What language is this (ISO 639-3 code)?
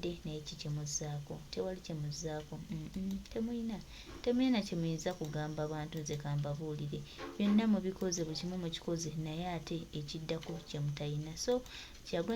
lug